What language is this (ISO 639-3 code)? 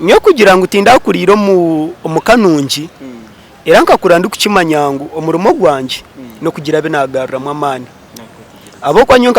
nyn